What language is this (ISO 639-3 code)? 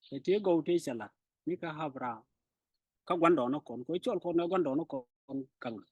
nus